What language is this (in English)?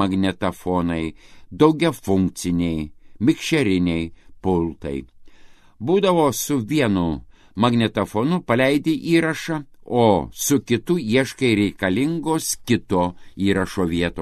Lithuanian